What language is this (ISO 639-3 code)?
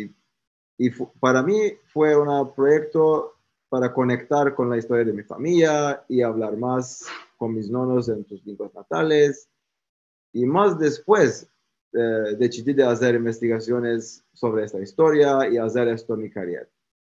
lad